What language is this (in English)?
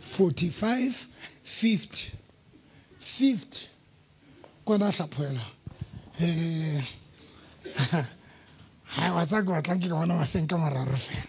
Southern Sotho